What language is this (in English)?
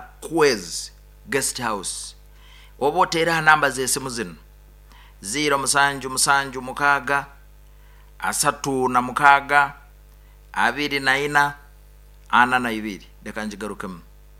Nyoro